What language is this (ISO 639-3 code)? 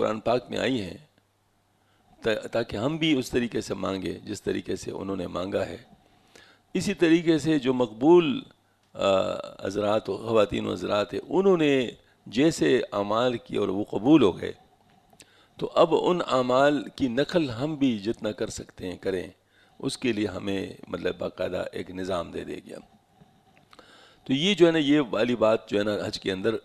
urd